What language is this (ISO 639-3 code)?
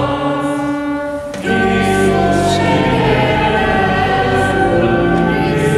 hun